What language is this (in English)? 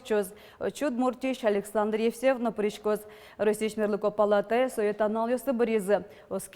Udmurt